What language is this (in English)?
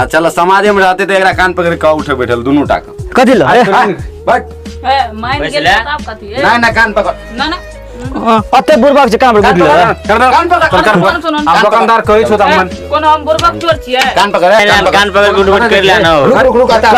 Maithili